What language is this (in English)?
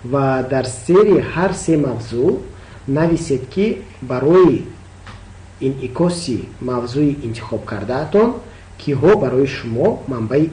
Tajik